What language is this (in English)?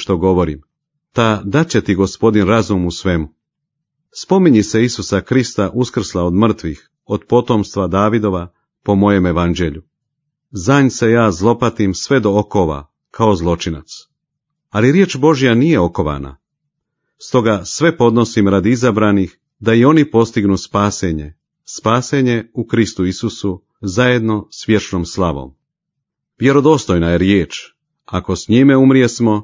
Croatian